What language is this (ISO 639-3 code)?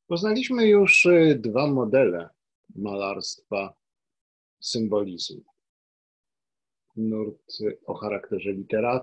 pol